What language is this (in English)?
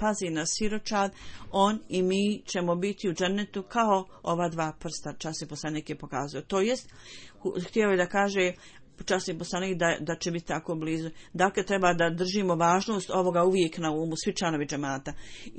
Bosnian